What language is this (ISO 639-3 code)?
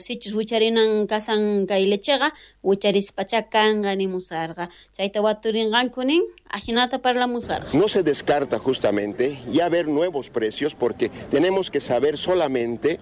quh